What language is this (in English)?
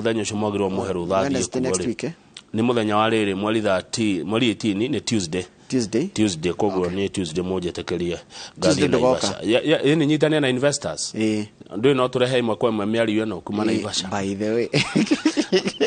Kikuyu